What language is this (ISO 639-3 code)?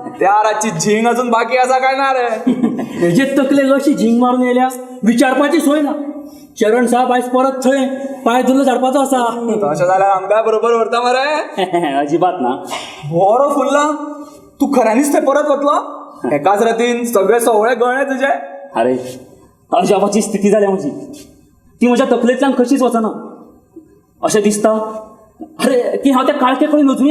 kok